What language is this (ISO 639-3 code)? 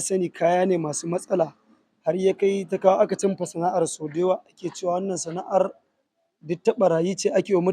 hau